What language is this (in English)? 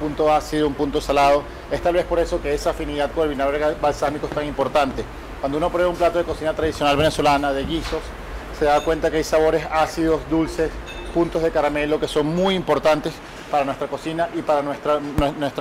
Spanish